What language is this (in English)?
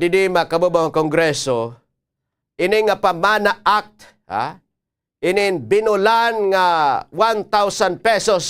Waray